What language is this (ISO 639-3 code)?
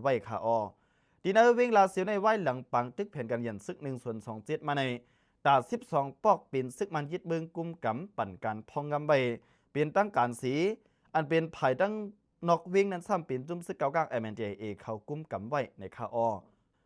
lao